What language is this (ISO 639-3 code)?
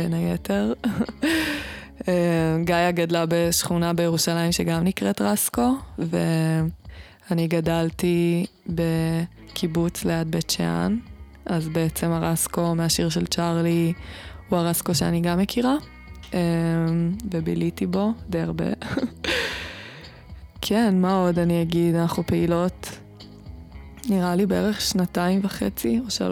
heb